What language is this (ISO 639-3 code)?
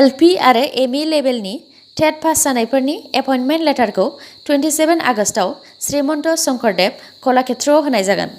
brx